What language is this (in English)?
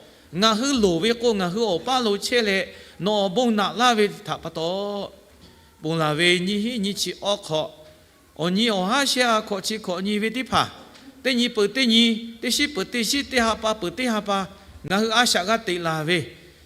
Lahu